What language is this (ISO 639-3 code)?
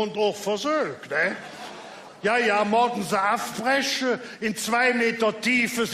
ksh